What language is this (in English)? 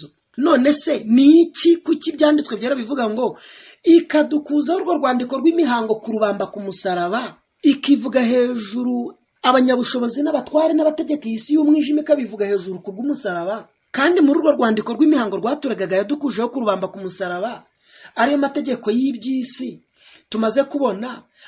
Kinyarwanda